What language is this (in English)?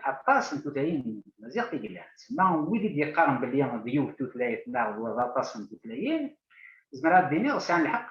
Kabyle